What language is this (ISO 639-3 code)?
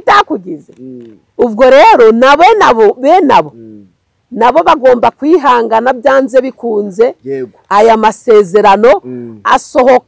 kin